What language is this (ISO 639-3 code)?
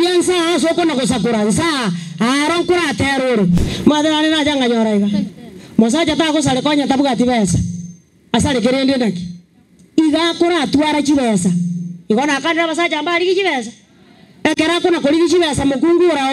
guz